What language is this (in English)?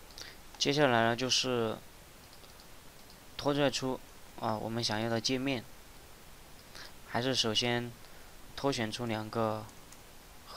Chinese